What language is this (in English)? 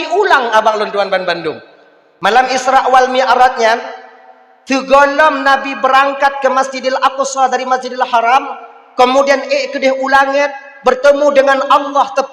Achinese